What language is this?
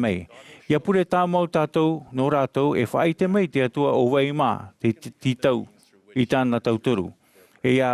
Tahitian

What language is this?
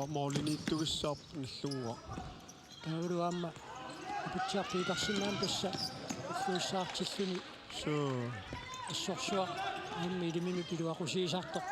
Kalaallisut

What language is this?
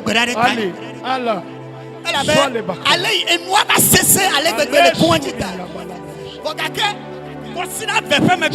Ewe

